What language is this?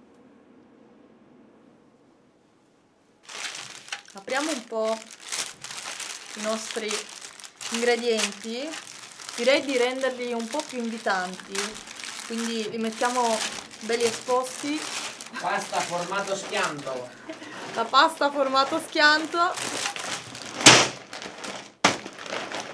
Italian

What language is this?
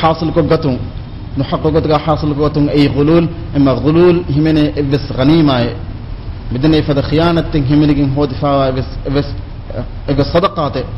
Divehi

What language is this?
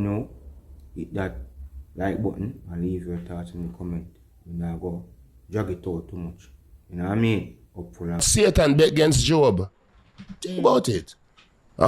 Jamaican Creole English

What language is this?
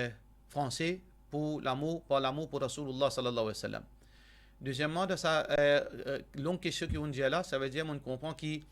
Morisyen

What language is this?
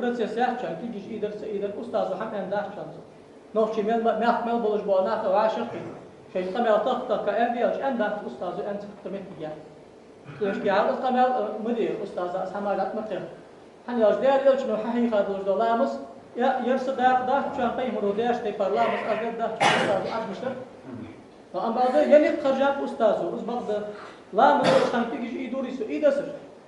Ingush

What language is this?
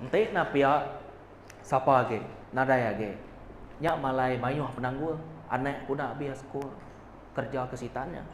Iban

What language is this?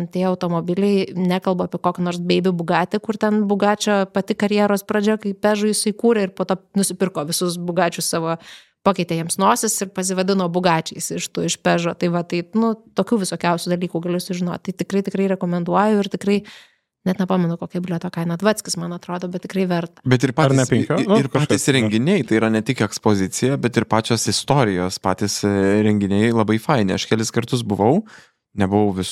Lithuanian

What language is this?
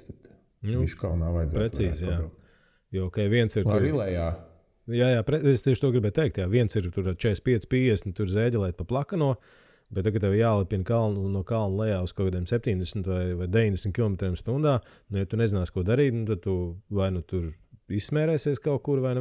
Latvian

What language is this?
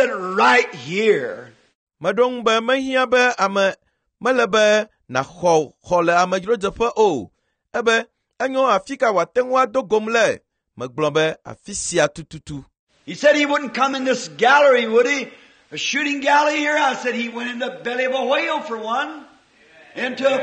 Ewe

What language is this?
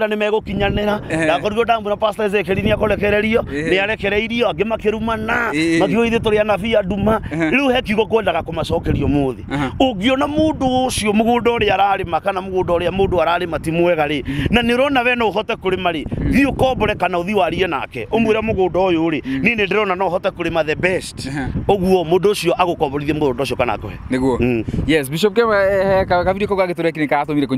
Kikuyu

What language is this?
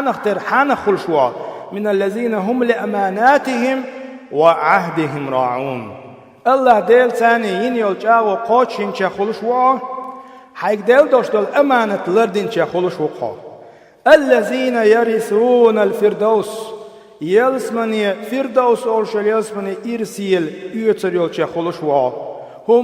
Chechen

